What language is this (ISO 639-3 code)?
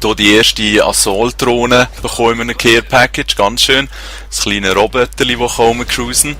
gsw